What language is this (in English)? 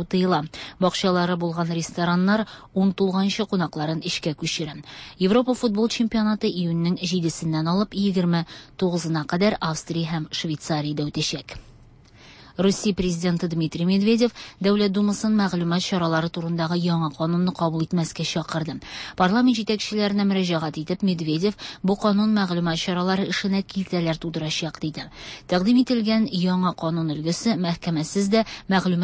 Tatar